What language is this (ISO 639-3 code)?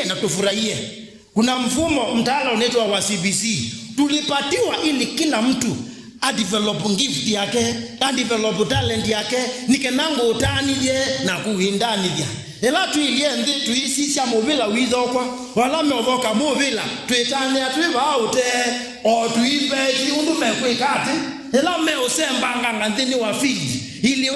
kam